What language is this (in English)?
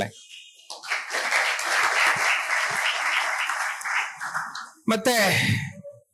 Kannada